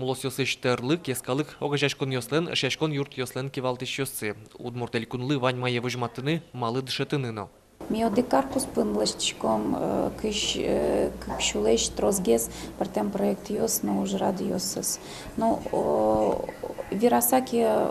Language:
Udmurt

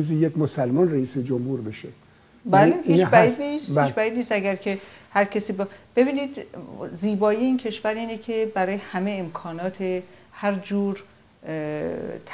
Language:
Persian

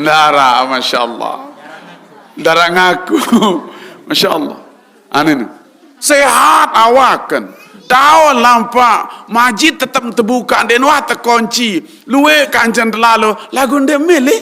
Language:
Sasak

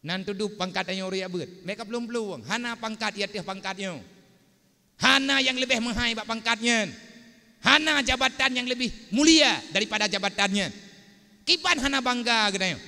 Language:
Achinese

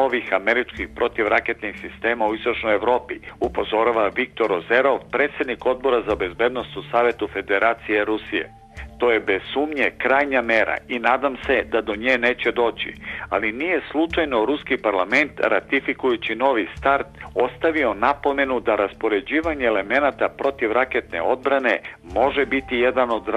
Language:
Serbian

